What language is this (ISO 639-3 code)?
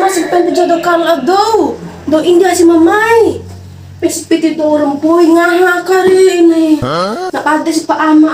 bhp